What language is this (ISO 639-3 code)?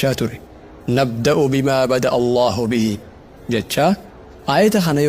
orm